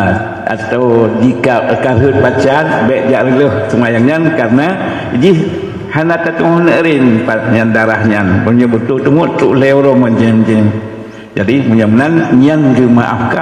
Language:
Achinese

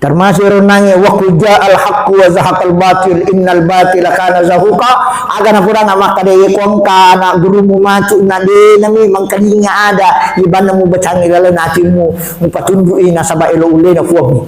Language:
Buginese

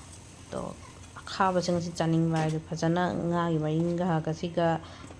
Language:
Manipuri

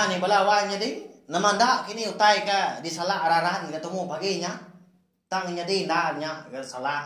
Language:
Iban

